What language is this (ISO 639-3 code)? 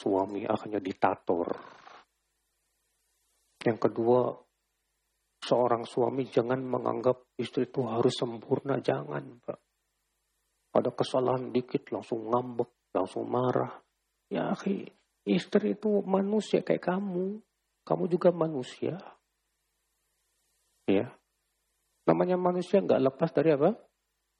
ind